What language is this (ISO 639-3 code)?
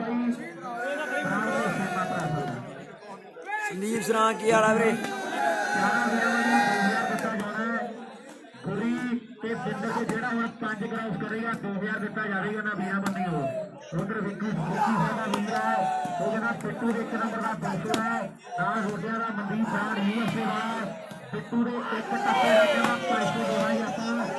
pan